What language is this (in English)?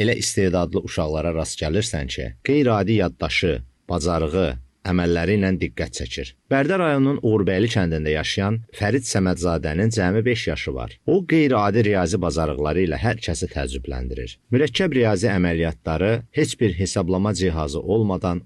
Azerbaijani